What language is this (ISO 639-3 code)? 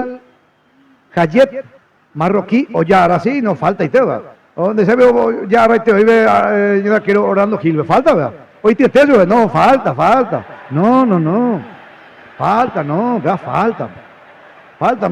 grn